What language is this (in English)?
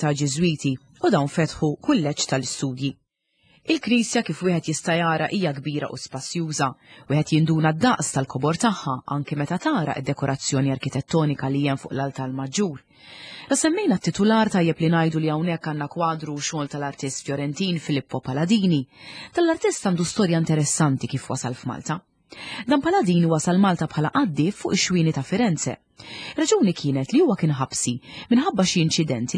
Maltese